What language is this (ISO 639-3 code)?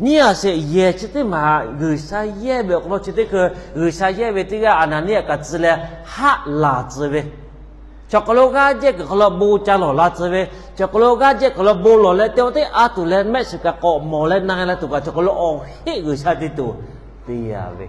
lhu